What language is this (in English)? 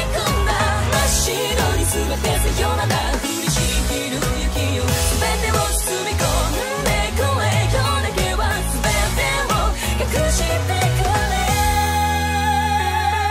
Japanese